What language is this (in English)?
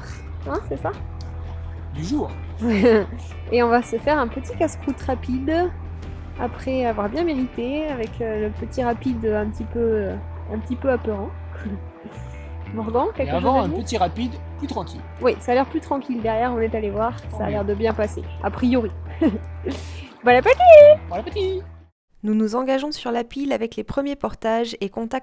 French